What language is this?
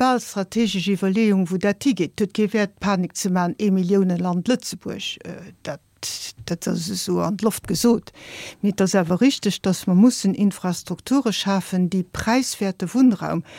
Luxembourgish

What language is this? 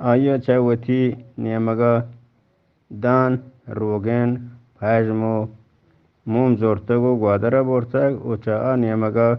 Eastern Balochi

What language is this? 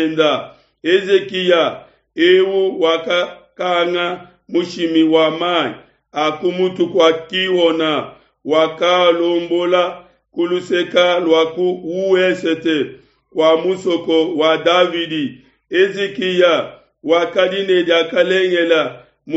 Luba-Lulua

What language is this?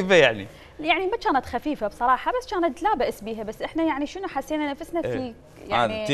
Mesopotamian Arabic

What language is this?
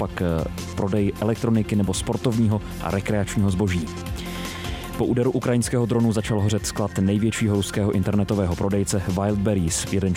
Czech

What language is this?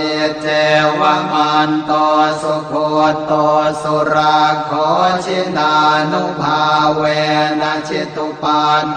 Pali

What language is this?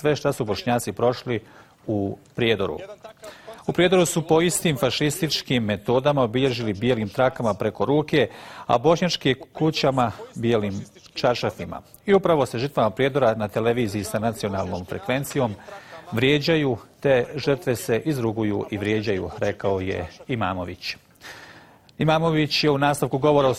Bosnian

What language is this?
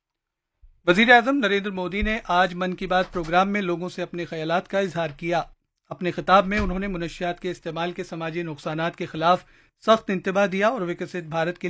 Urdu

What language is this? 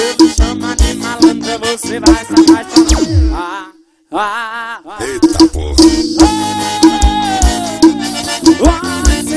Portuguese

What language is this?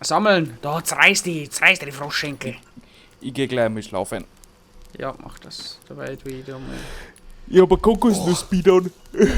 Bavarian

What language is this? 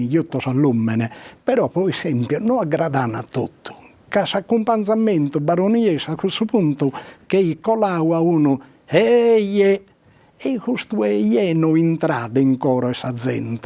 Sardinian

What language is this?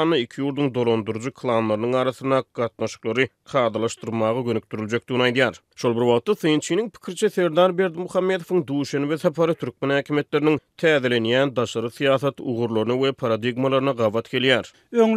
Turkmen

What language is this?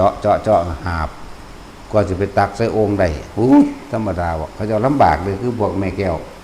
Northeastern Thai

